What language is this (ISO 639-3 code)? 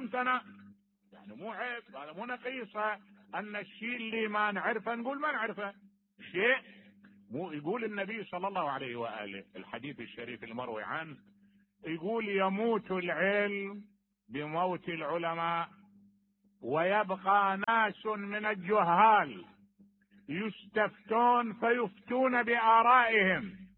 acm